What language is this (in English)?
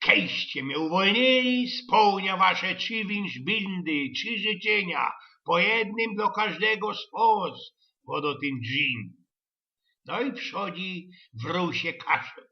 Silesian